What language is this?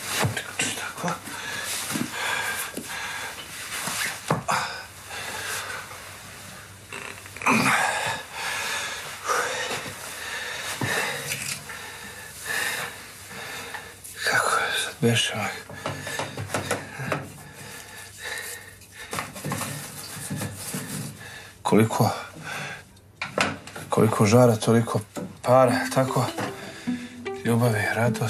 Serbian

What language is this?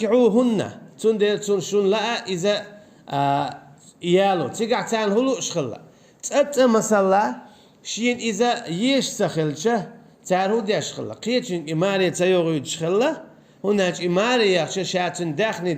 Chechen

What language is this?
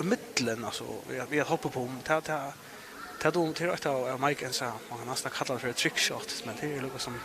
Faroese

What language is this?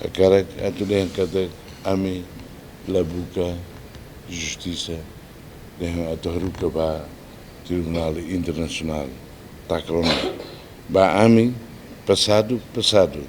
Tetum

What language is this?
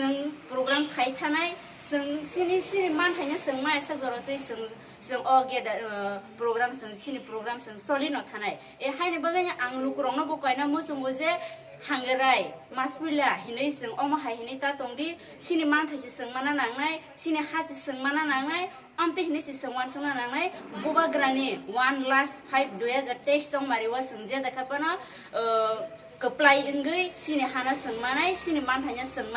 Kok Borok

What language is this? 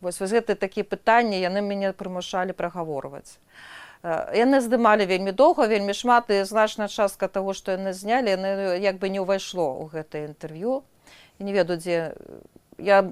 Belarusian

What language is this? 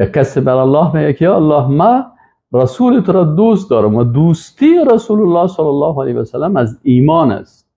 Persian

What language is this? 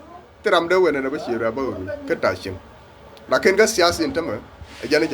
Nuer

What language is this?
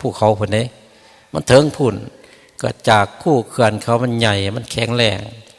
Northeastern Thai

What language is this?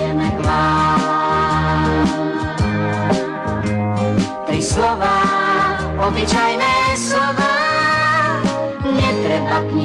Slovak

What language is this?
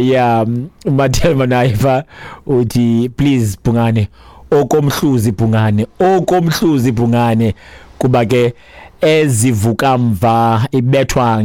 Xhosa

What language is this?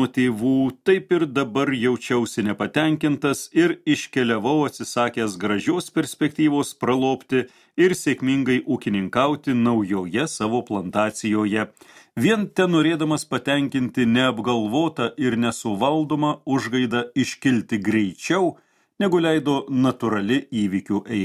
Lithuanian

